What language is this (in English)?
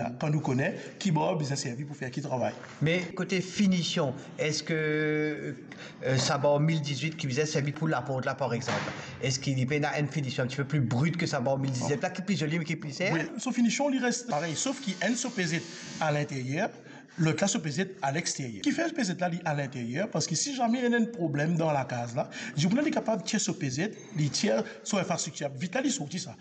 Morisyen